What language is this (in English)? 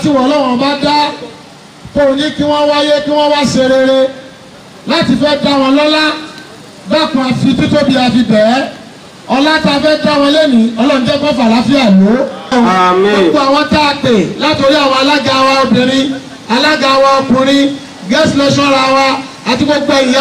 Yoruba